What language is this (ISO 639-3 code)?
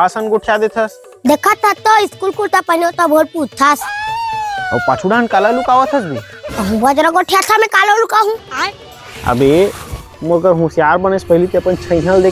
hne